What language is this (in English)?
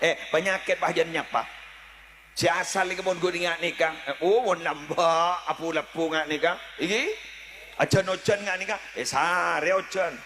Madurese